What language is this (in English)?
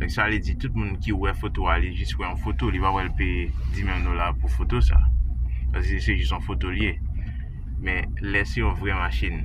Haitian Creole